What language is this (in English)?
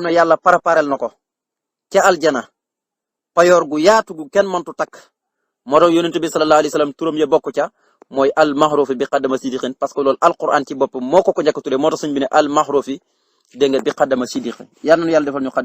Wolof